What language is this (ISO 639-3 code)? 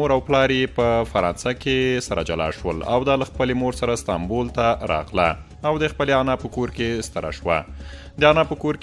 pus